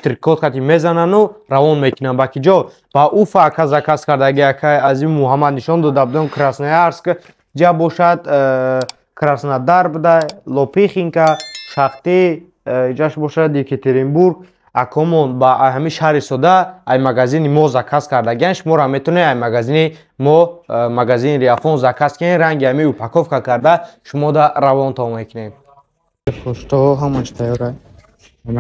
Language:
Tajik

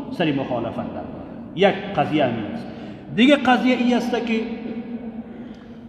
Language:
Persian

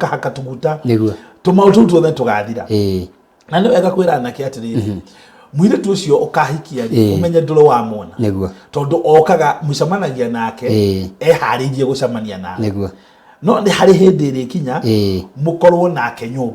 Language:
Kikuyu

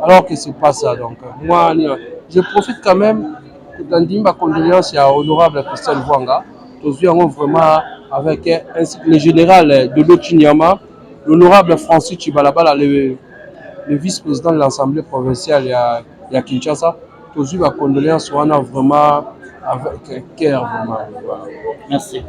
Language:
Lingala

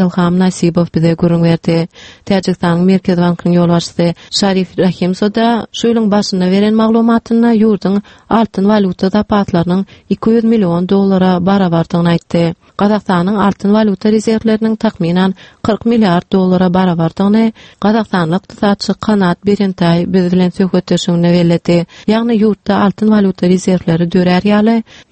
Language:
Turkmen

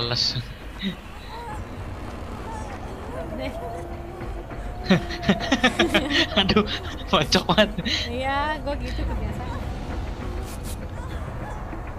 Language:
Indonesian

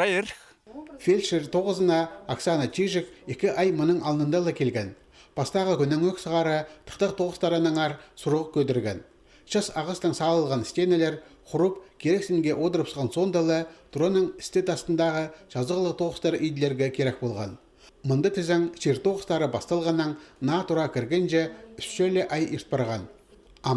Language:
Khakas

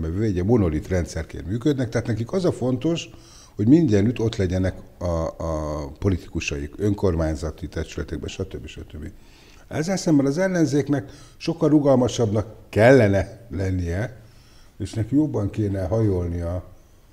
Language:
Hungarian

